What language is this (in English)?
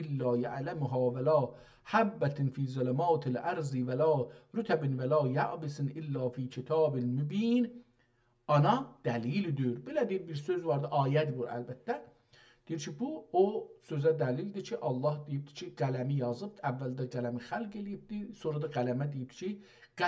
South Azerbaijani